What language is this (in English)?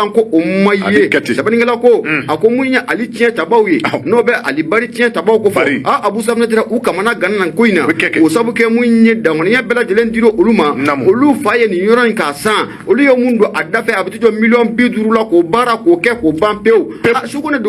Bambara